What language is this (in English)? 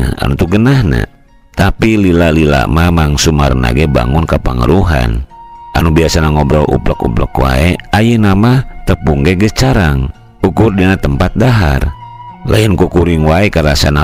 Sundanese